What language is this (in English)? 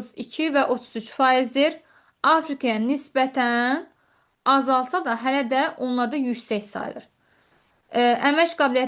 Azerbaijani